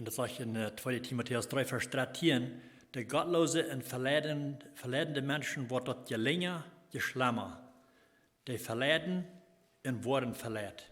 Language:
Plautdietsch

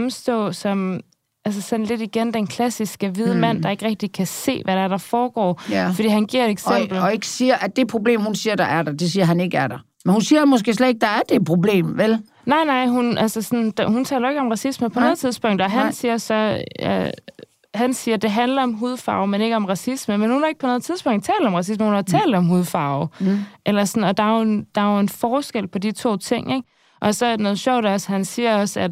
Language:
Danish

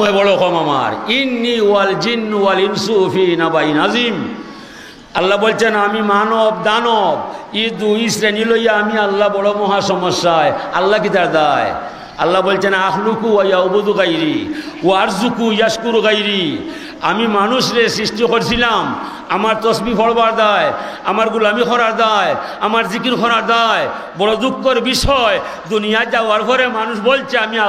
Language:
Sylheti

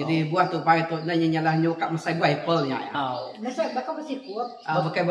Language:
Iban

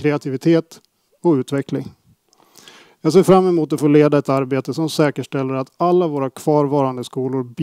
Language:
Swedish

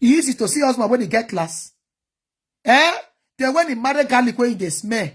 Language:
Nigerian Pidgin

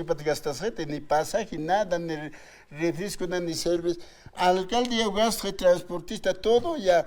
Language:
Aymara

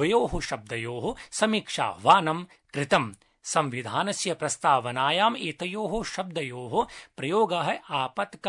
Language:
Sanskrit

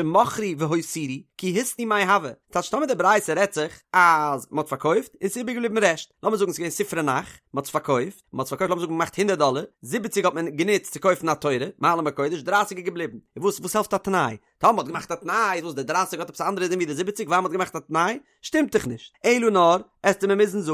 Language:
Yiddish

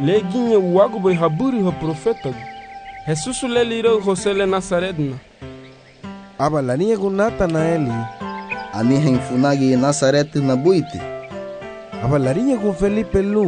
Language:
Garifuna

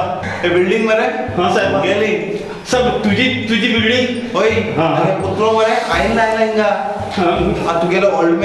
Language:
Konkani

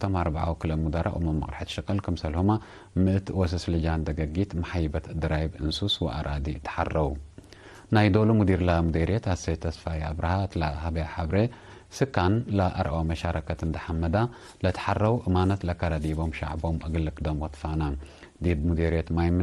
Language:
Tigre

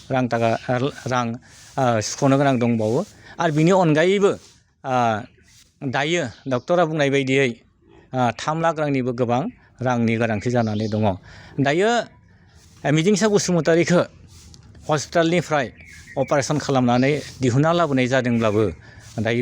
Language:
Bodo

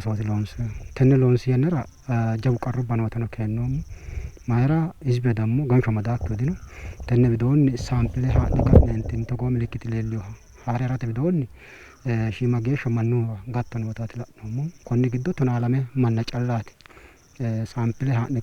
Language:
Sidamo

